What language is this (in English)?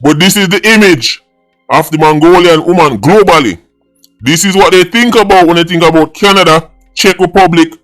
Jamaican Creole English